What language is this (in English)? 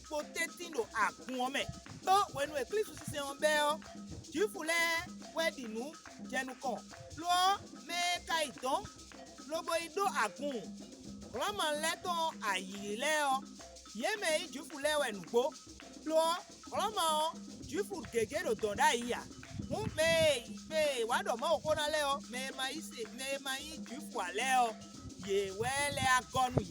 Fon